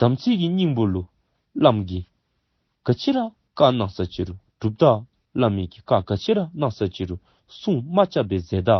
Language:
Dzongkha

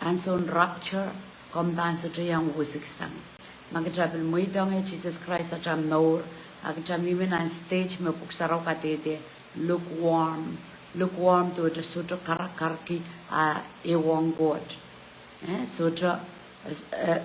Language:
Pohnpeian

